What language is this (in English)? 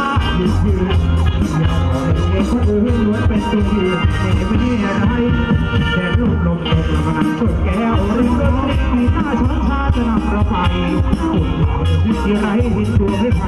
Thai